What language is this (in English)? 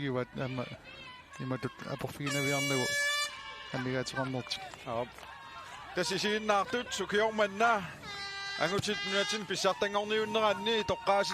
Kalaallisut